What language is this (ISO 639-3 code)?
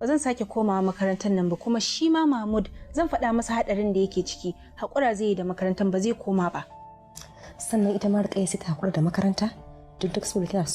hau